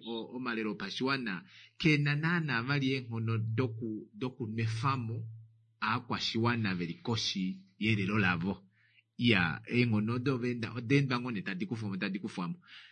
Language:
Kuanyama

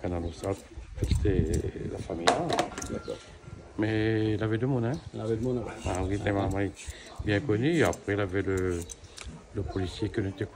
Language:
Réunion Creole French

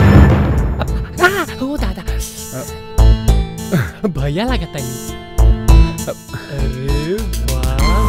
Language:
Bhojpuri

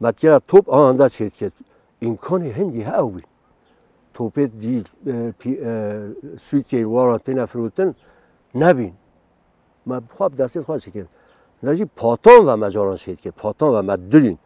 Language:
Kurdish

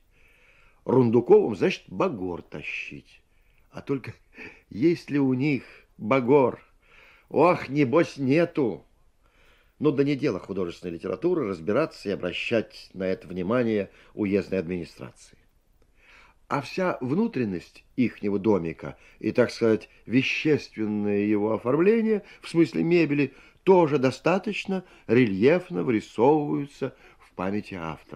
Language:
Russian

